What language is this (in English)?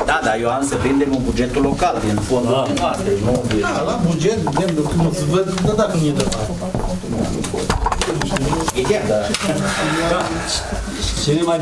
Romanian